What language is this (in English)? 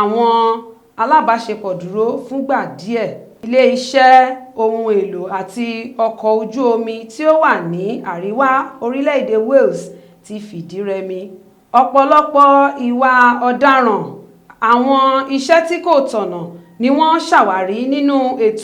Yoruba